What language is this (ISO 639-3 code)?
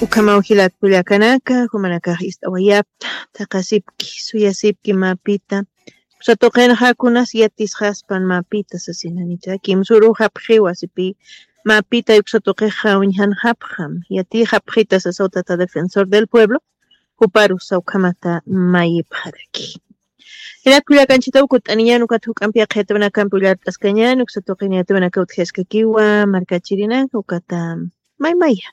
aym